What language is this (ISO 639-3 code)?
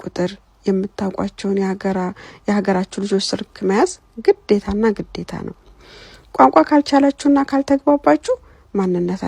amh